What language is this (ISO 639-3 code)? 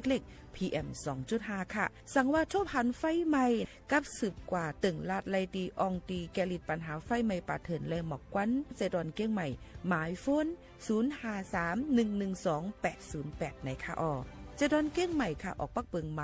shn